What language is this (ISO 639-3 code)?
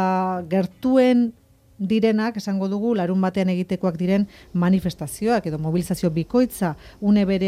eus